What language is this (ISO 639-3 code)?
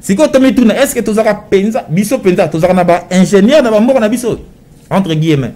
lin